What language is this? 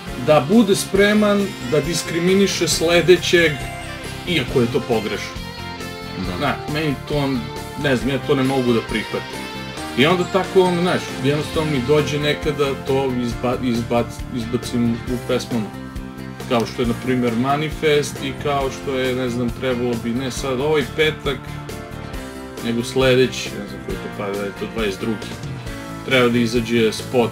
Serbian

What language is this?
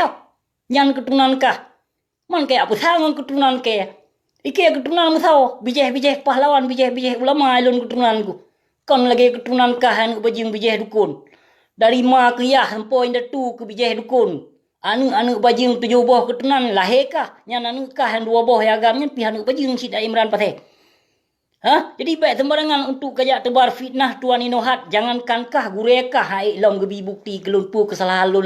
Achinese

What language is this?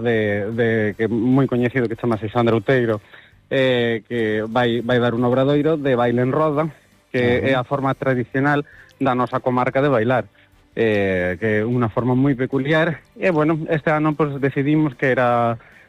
Galician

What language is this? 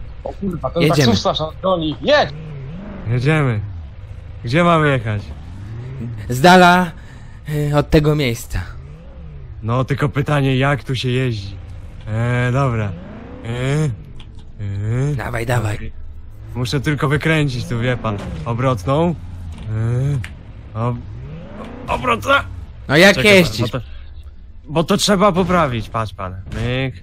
Polish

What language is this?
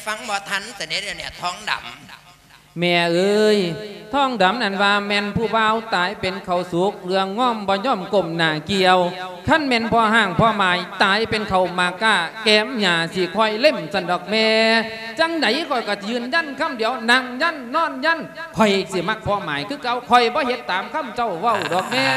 Lao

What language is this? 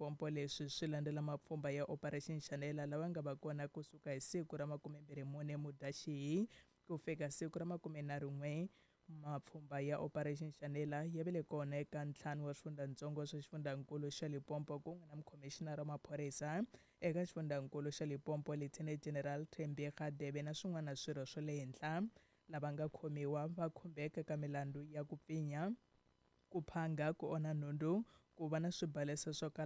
Tsonga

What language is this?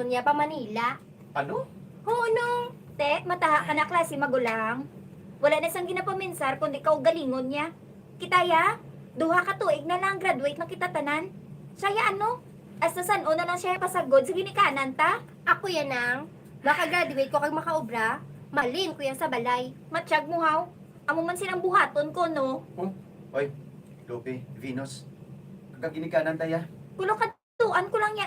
Hiligaynon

